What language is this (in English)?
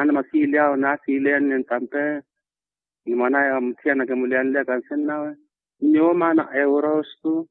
Makhuwa